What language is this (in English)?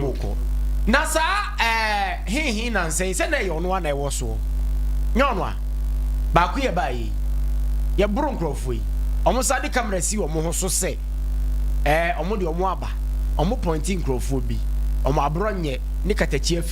Akan